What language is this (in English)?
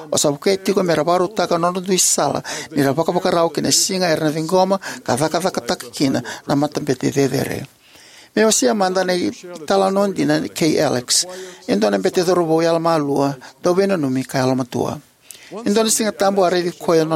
Fijian